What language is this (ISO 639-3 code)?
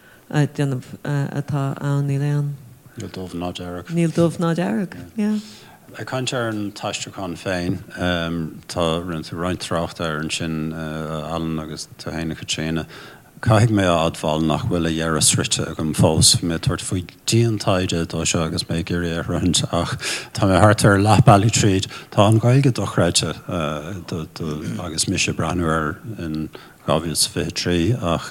gle